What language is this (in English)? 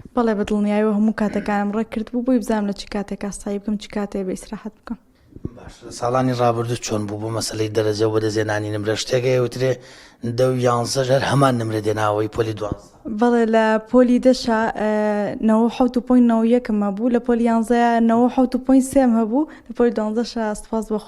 Central Kurdish